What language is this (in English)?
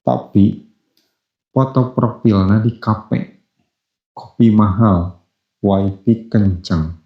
Sundanese